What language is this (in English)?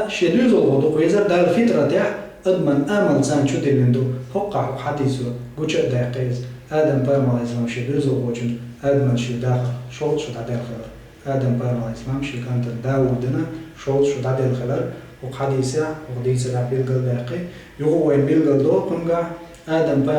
Chechen